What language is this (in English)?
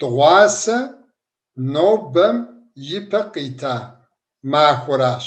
Kabardian